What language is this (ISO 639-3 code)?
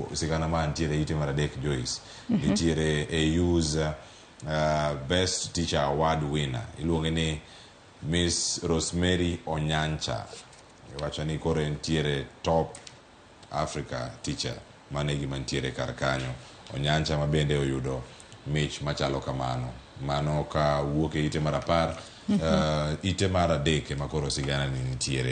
luo